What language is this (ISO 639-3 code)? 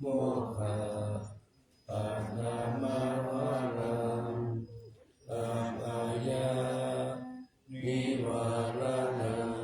pli